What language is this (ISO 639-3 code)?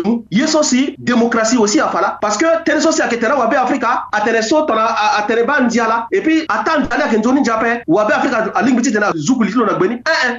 sag